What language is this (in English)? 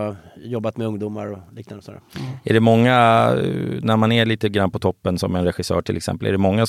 Swedish